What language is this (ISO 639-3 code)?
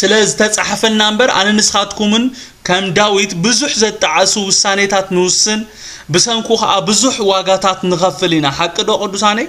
tir